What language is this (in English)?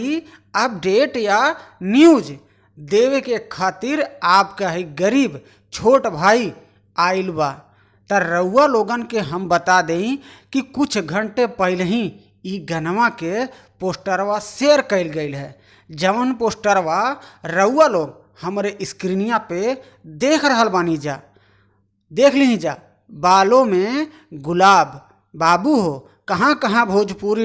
Bhojpuri